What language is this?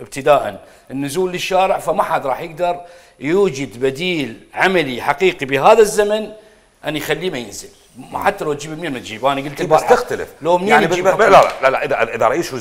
Mesopotamian Arabic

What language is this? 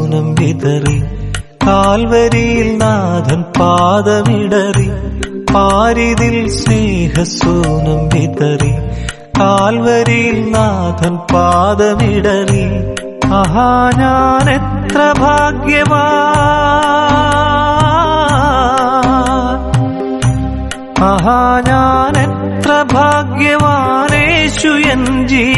Malayalam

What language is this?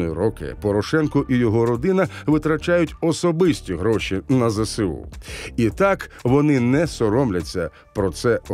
Ukrainian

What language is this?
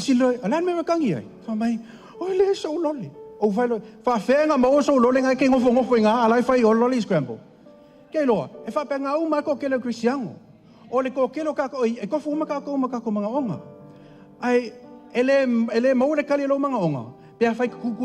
Samoan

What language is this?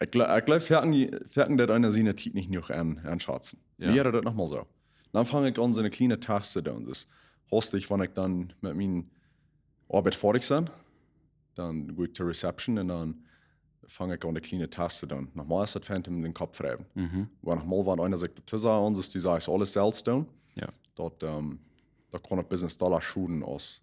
Plautdietsch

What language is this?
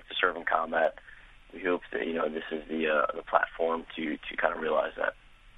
English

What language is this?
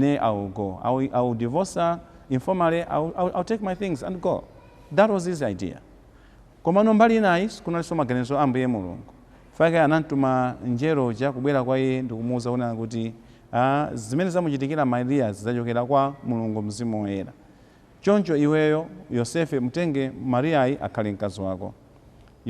Nyanja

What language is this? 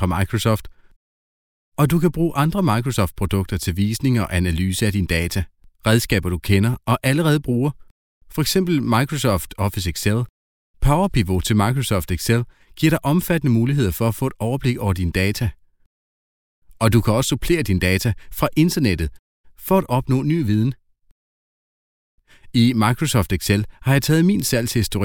Danish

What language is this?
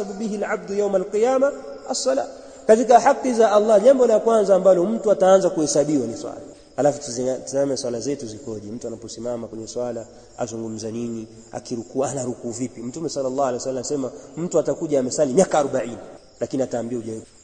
Swahili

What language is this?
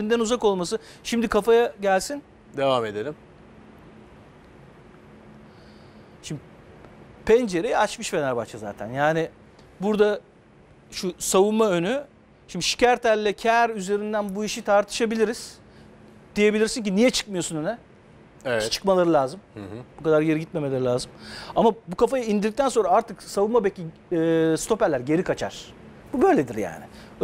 Turkish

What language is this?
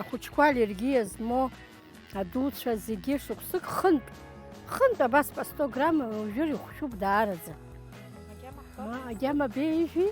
Abkhazian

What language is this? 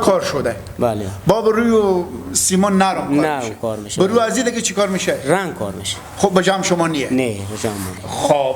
Hazaragi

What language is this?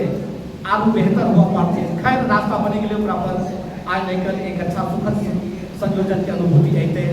Angika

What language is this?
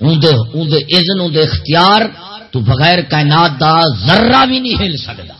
Saraiki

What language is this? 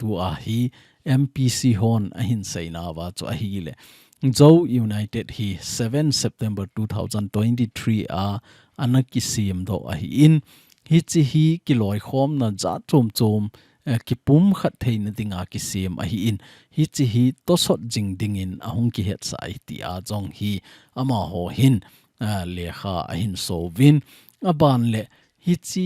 Thado Chin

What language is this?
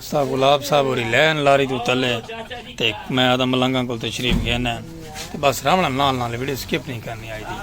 Saraiki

